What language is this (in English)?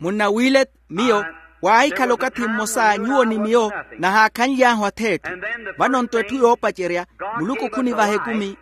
Makhuwa